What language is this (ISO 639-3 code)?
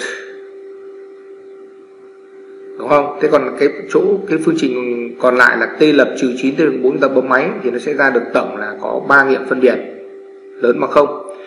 vie